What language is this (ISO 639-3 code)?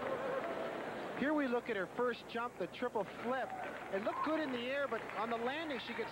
eng